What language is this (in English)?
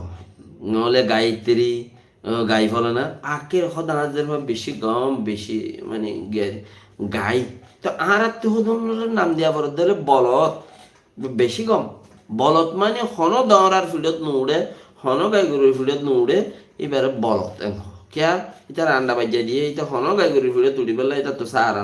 Rohingya